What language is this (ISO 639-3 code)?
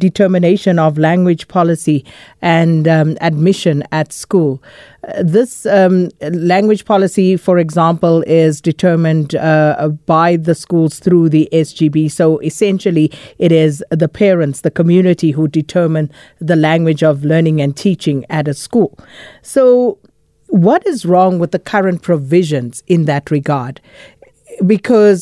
eng